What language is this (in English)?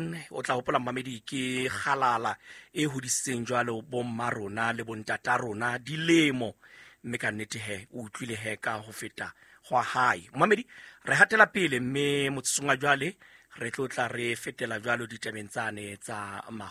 Southern Sotho